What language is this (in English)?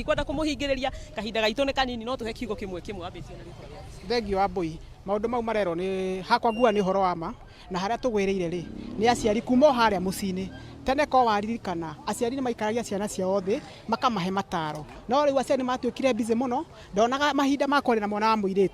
Kikuyu